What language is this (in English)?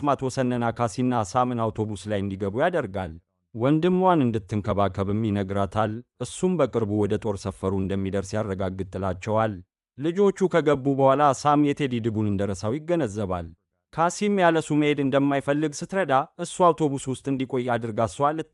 Amharic